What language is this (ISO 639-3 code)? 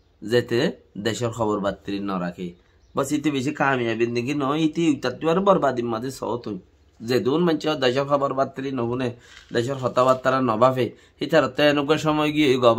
rhg